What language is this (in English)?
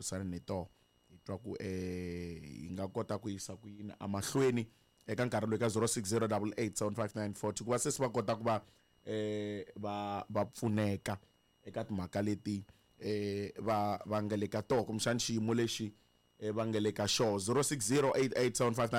Tsonga